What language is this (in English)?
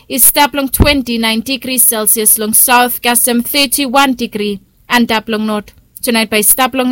Bislama